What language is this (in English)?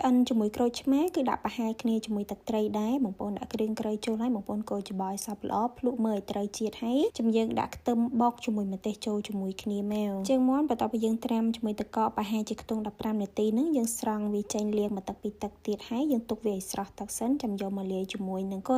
Khmer